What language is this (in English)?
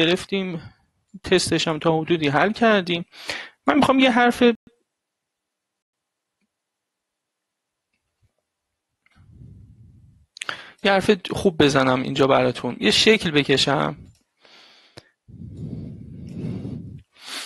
Persian